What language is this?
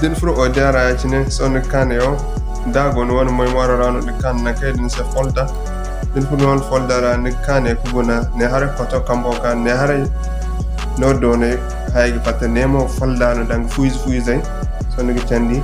Zarma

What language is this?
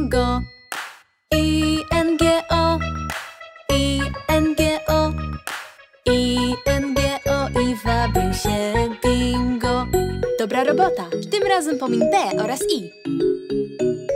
Polish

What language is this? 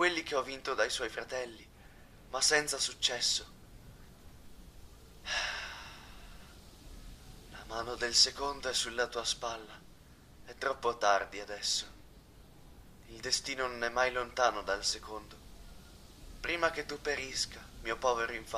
Italian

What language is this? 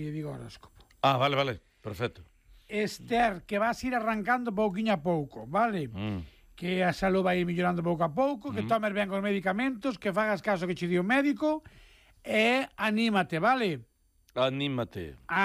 Galician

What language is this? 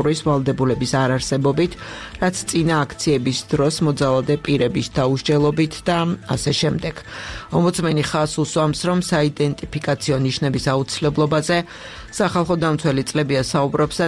Georgian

